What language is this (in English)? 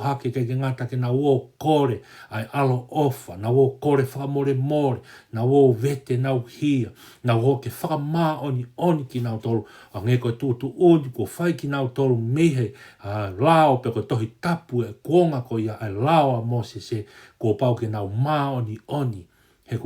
Tongan